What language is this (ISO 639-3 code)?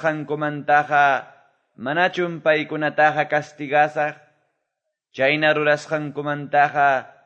que